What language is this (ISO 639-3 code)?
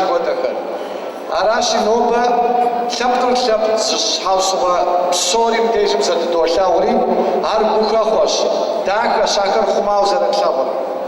kbd